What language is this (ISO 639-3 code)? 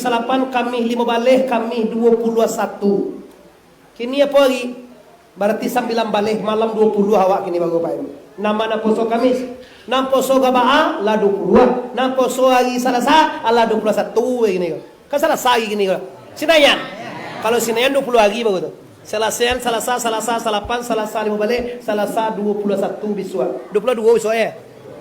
min